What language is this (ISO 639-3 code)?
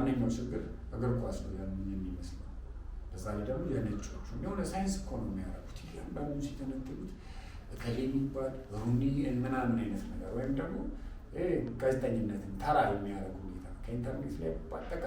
amh